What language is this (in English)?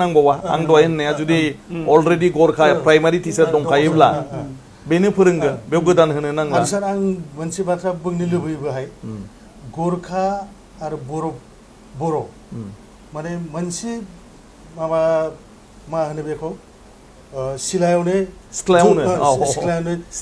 Bodo